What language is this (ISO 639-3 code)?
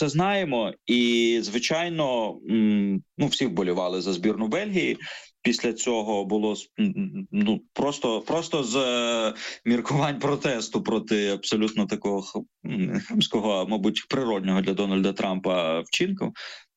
ukr